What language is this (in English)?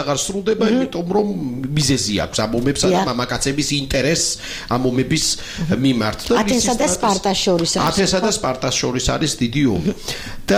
Georgian